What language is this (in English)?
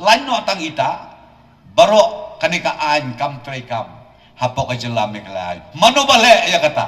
Khasi